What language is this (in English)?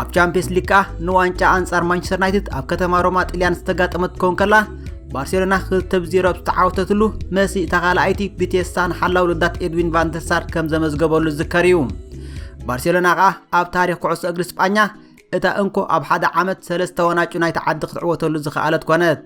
Tigrinya